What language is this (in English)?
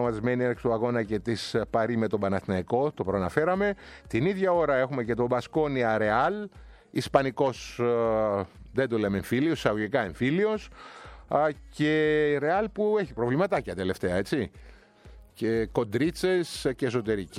Greek